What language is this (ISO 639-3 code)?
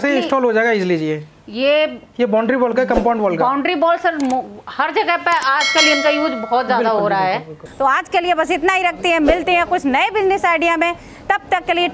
hin